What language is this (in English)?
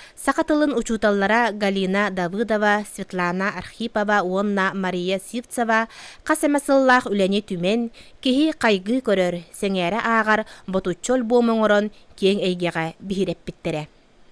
Yakut